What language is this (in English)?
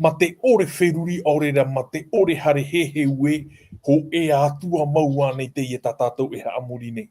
Tahitian